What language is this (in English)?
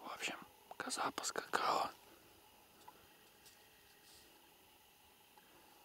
Russian